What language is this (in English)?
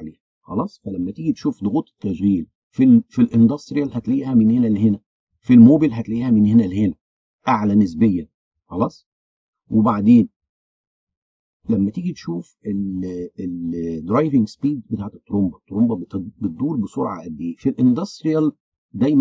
Egyptian Arabic